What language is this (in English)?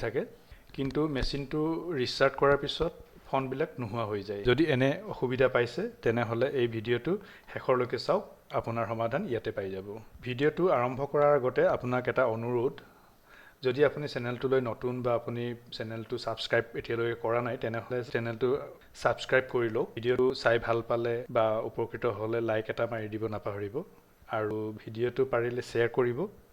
Assamese